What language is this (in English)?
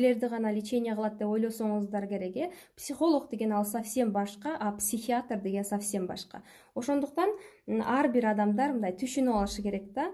Kyrgyz